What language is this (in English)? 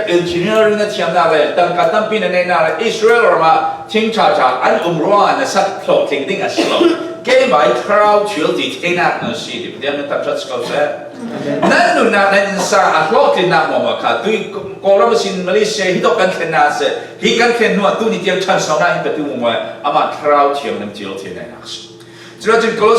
Falam Chin